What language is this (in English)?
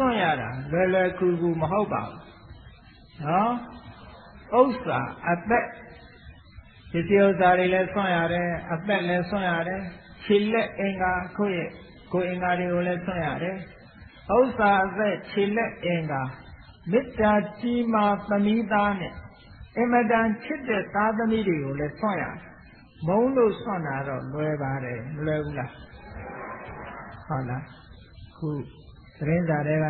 Burmese